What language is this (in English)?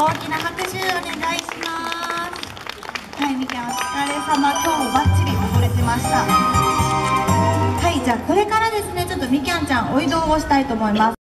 Japanese